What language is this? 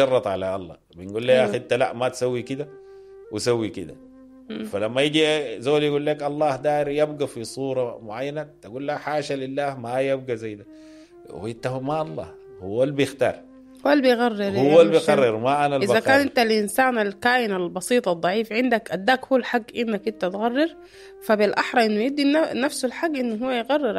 Sudanese Arabic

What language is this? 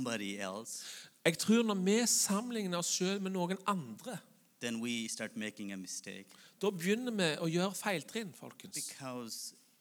Norwegian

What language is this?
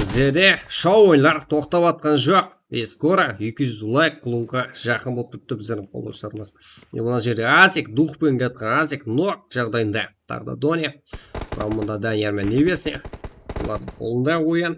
Kara-Kalpak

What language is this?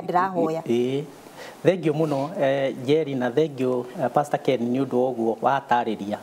Kikuyu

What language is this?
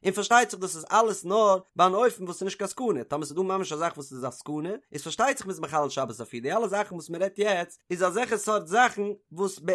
Yiddish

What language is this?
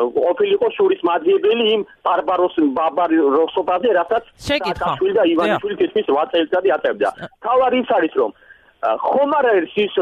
Georgian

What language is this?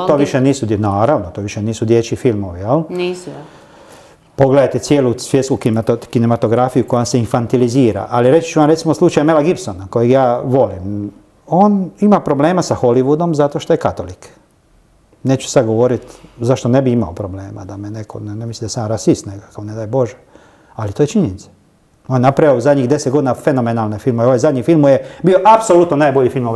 Croatian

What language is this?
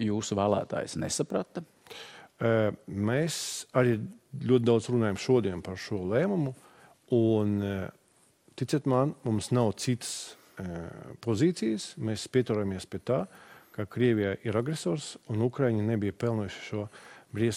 Latvian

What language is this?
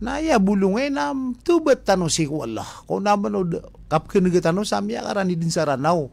Maranao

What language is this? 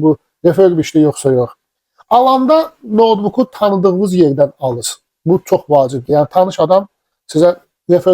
Azerbaijani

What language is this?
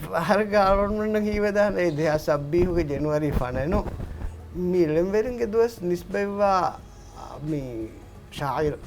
Divehi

